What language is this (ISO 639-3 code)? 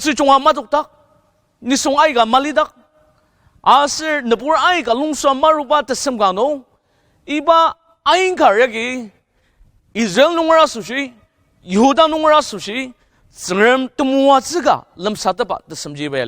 njo